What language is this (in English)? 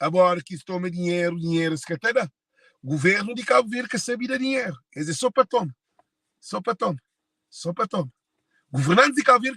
Kabuverdianu